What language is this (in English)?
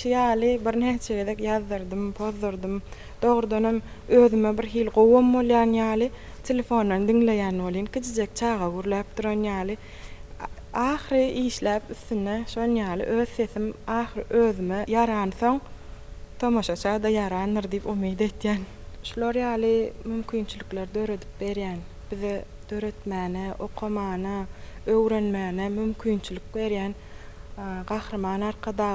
Turkmen